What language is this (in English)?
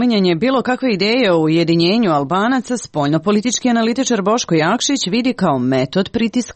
Serbian